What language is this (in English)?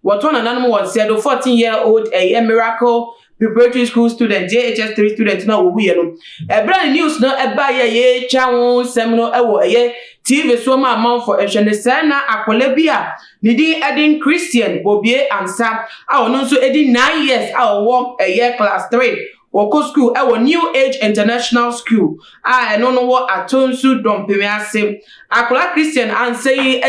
Akan